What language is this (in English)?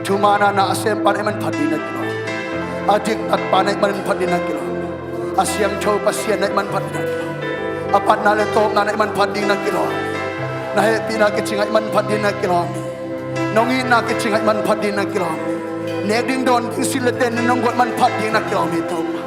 Tedim Chin